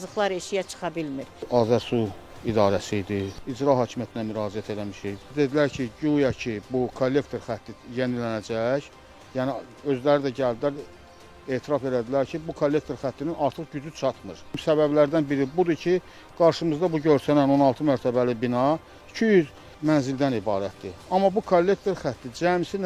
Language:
Azerbaijani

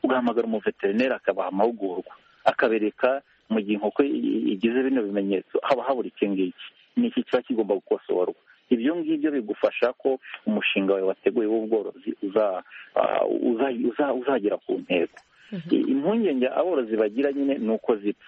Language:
Kinyarwanda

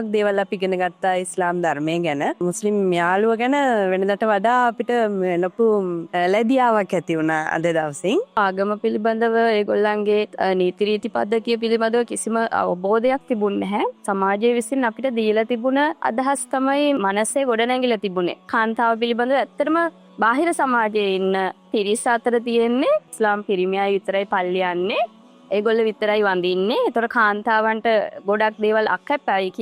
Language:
Sinhala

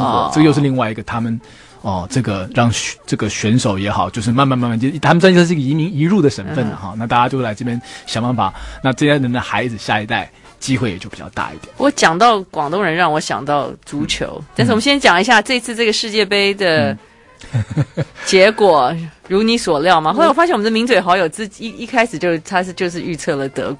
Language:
Chinese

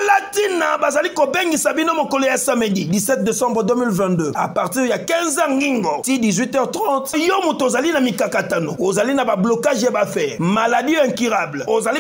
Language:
Lingala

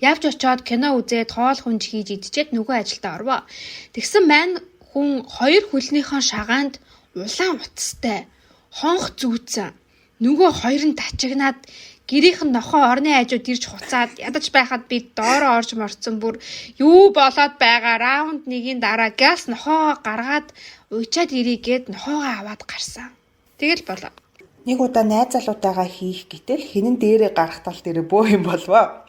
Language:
Mongolian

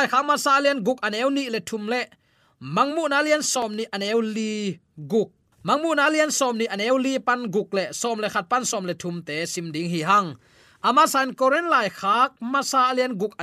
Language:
Tedim Chin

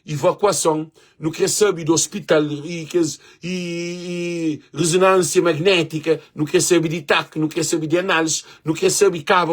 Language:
Kabuverdianu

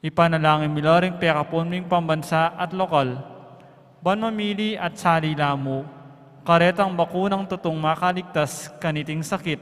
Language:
Pampanga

